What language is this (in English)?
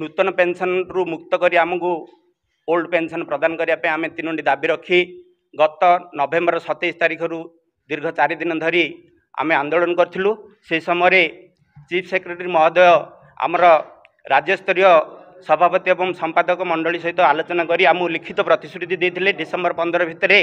Odia